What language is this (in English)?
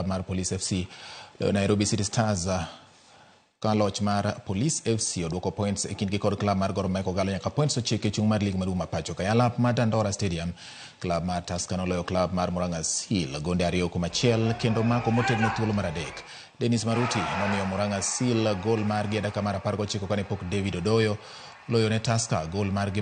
Luo (Kenya and Tanzania)